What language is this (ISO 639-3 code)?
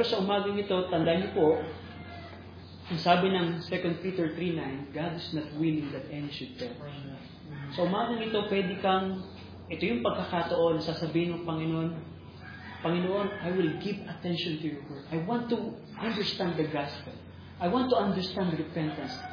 fil